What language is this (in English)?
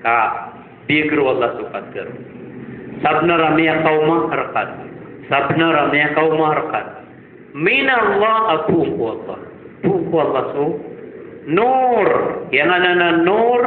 Maranao